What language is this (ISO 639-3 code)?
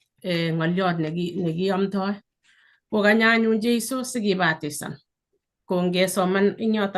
kln